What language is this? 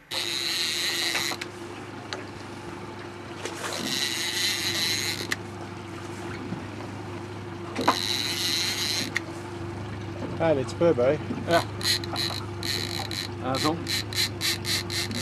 Danish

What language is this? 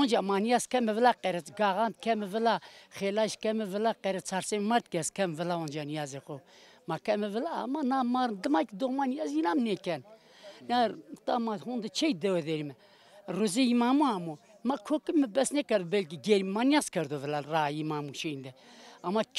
Zaza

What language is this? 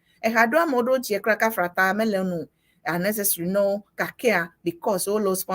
Ewe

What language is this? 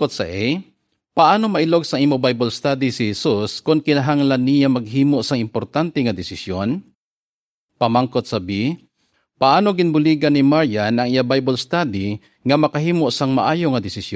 Hiligaynon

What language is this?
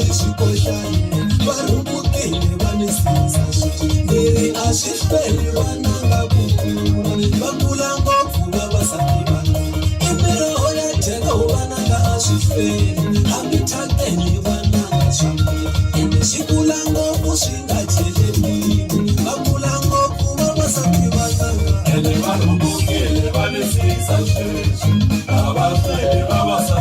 Tsonga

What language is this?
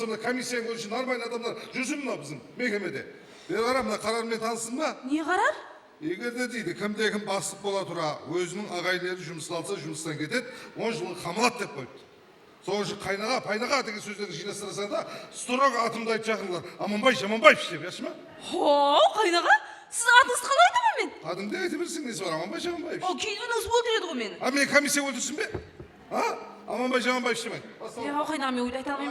Kara-Kalpak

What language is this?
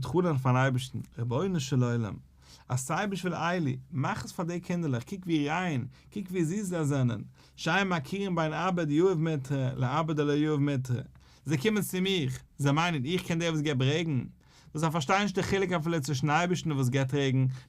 Yiddish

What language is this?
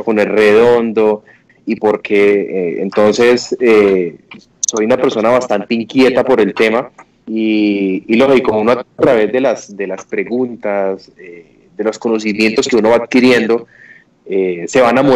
Spanish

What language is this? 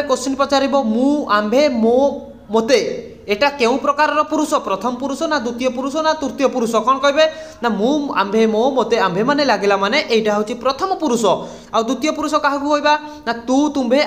Odia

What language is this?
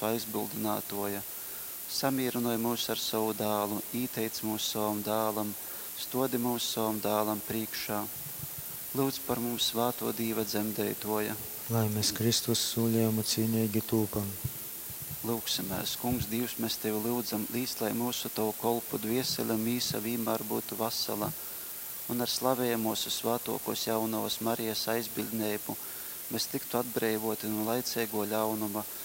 Latgalian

